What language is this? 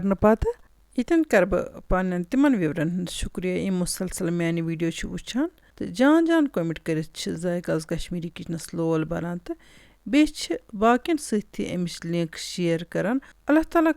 Kashmiri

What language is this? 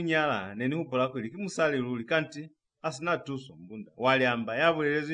Lozi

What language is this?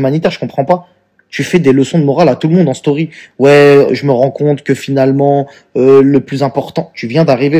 French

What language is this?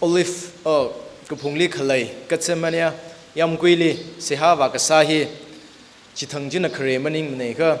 Tangkhul Naga (India)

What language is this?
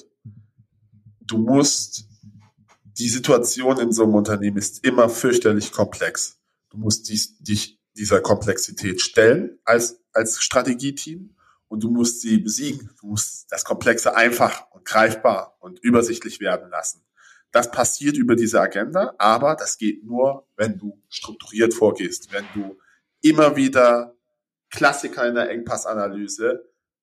German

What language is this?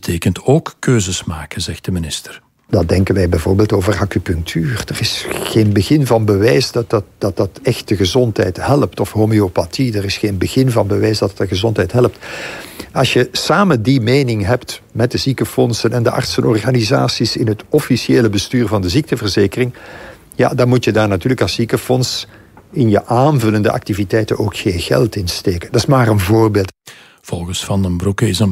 Dutch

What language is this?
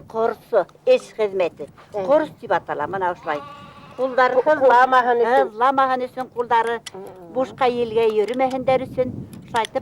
Bashkir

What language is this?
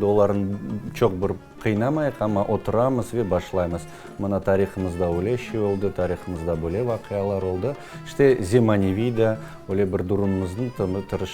Crimean Tatar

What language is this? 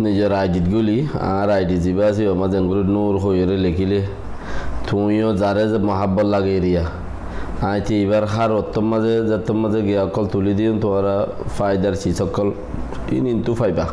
Rohingya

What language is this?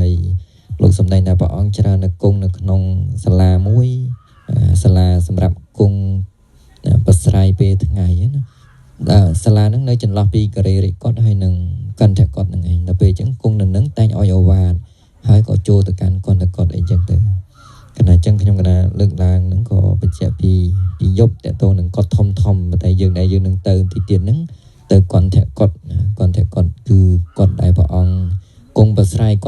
Khmer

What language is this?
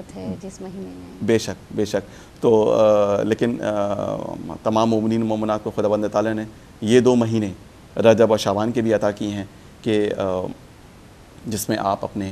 Urdu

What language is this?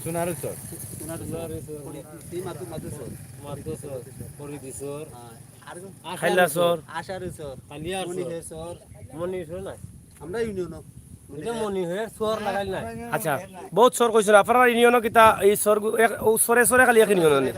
Sylheti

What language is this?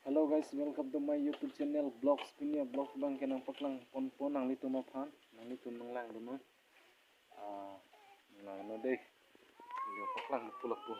Karbi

